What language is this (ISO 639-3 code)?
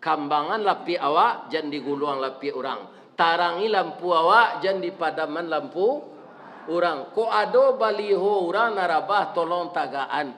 min